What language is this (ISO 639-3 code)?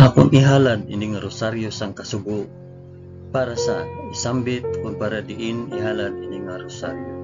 hil